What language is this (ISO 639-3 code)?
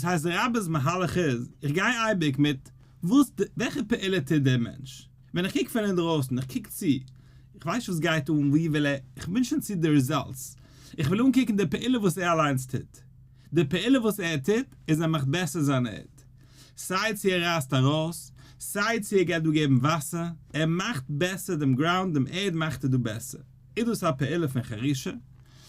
yid